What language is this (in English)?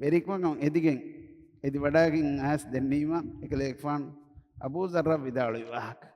Divehi